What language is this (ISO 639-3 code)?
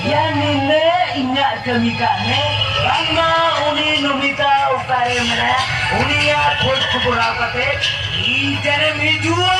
sat